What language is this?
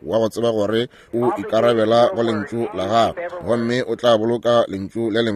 Northern Sotho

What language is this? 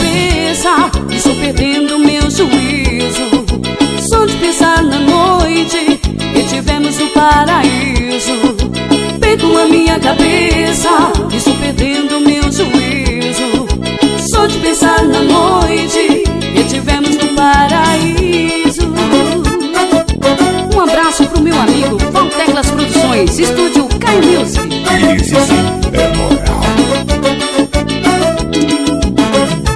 Portuguese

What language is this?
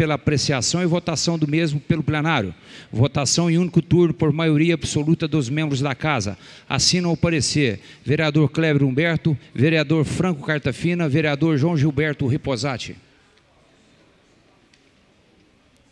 Portuguese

